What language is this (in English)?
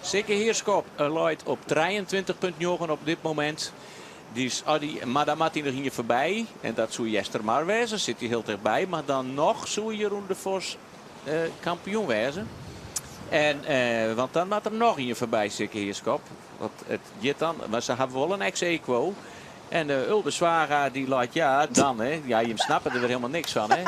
Western Frisian